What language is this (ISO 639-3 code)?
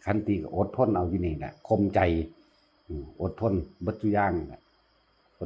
tts